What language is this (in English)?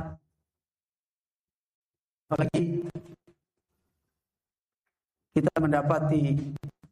Indonesian